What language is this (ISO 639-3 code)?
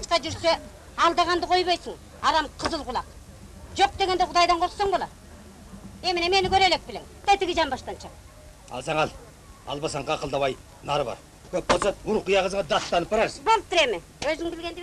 kir